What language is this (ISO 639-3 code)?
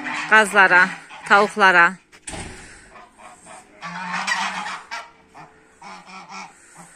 tur